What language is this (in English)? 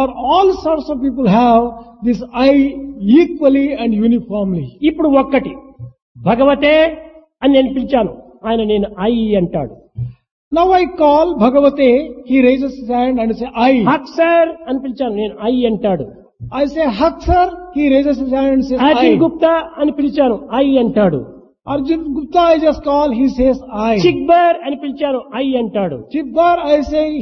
Telugu